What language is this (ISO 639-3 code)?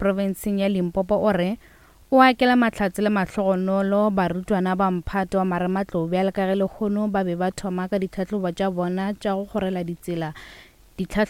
nso